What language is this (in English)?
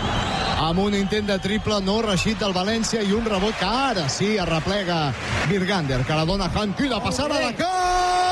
Catalan